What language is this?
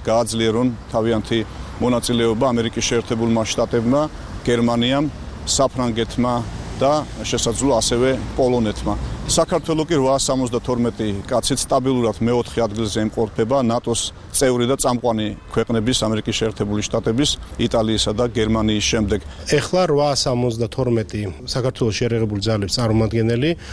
Georgian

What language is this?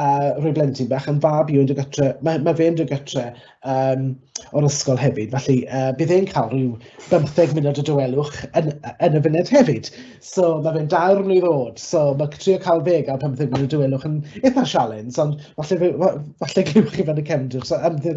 Welsh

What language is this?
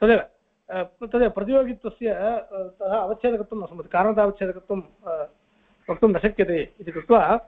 Sanskrit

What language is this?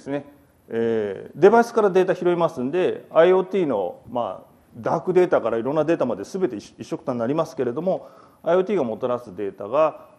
Japanese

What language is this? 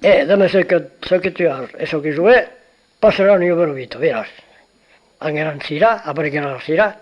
Occitan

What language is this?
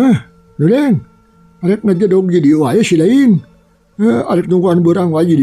Sundanese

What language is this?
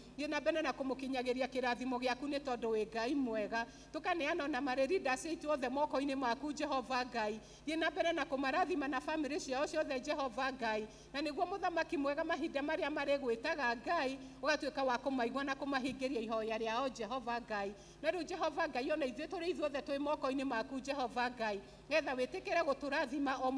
Kikuyu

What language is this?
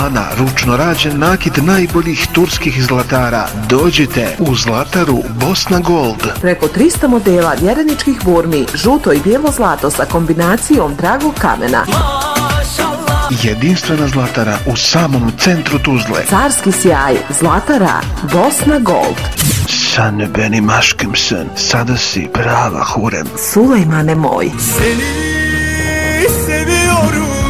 Bosnian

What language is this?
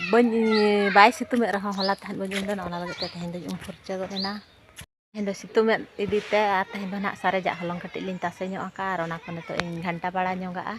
Santali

